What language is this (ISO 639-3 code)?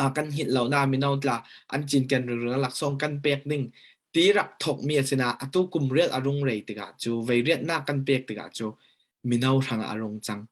cfm